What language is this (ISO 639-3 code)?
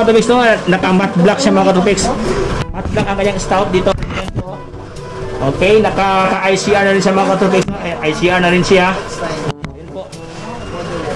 fil